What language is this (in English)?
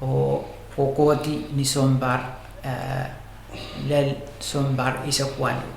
Pohnpeian